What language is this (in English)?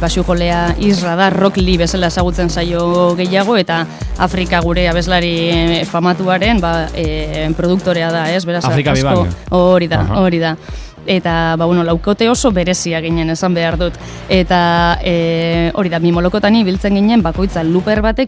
Basque